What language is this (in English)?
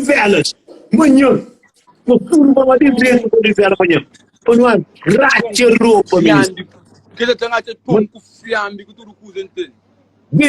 Kabuverdianu